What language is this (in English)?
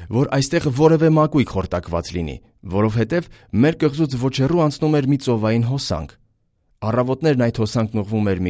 Armenian